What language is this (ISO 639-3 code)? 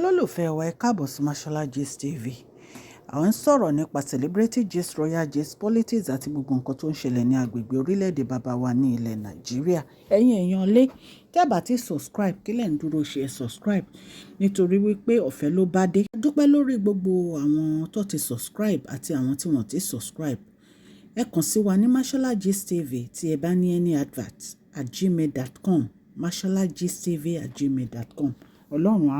yor